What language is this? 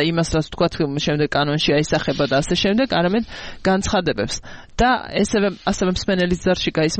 Georgian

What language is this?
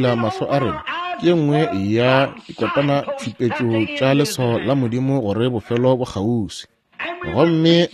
Northern Sotho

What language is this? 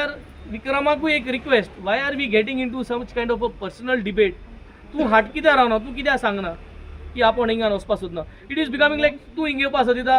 Konkani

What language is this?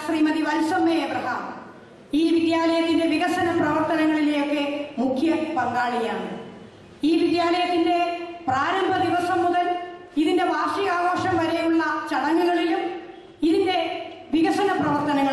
Malayalam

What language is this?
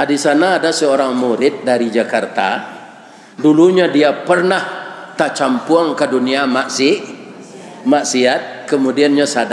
Minangkabau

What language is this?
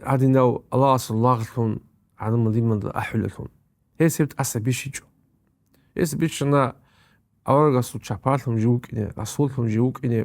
Avaric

